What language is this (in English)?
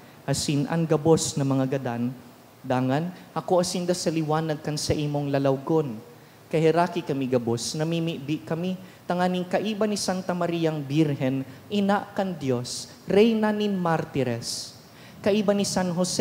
Bikol